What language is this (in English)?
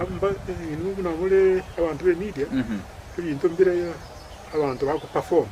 Gusii